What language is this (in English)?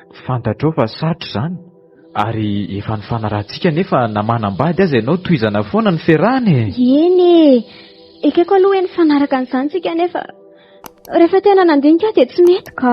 Malagasy